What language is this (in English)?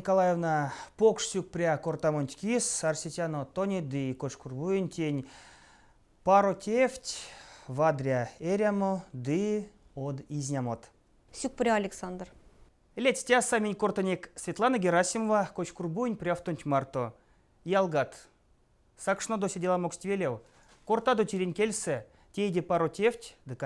Erzya